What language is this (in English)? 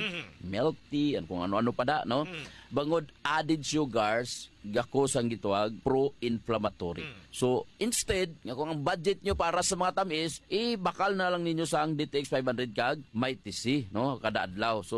Hiligaynon